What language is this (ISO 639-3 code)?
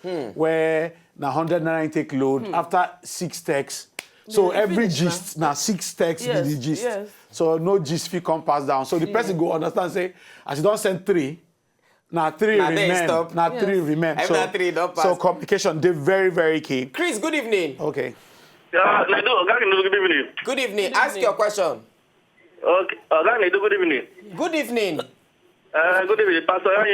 pcm